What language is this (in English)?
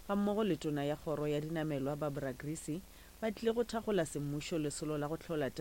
Northern Sotho